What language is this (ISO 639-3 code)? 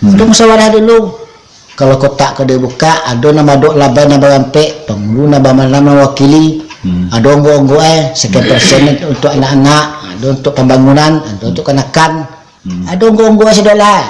min